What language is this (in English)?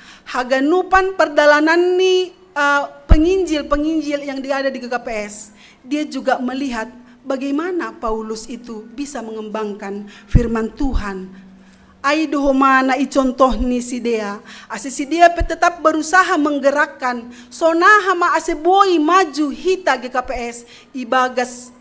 Batak Simalungun